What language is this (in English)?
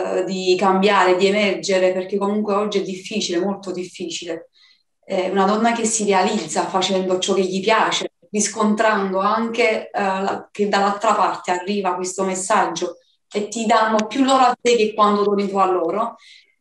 Italian